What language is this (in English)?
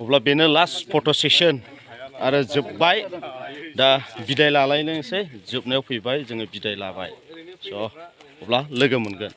Bodo